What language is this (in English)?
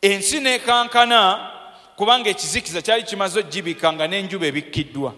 Ganda